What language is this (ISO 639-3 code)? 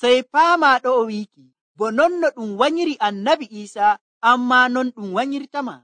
fuv